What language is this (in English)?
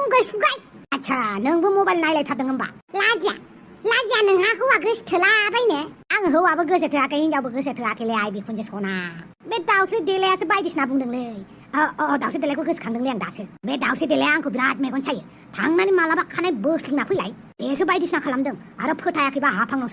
Bodo